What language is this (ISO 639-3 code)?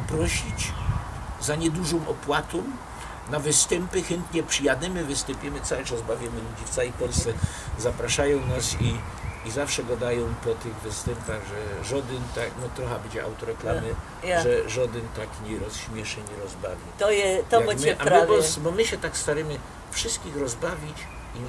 szl